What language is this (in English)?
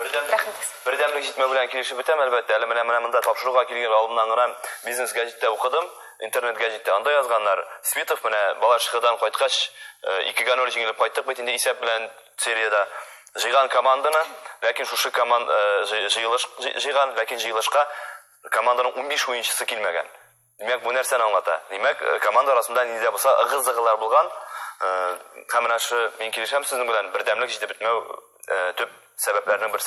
Tatar